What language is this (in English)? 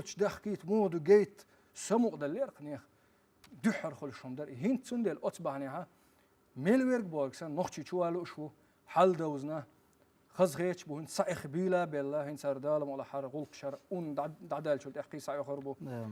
Chechen